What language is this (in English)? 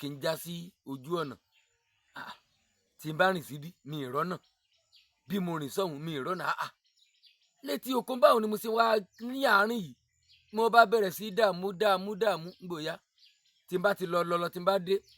Yoruba